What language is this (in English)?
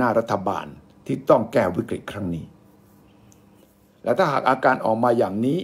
Thai